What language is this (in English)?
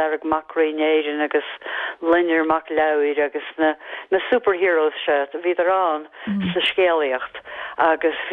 Irish